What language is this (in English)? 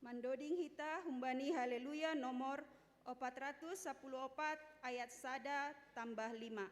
Batak Simalungun